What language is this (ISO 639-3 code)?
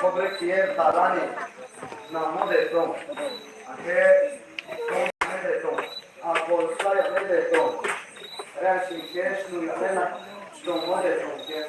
ria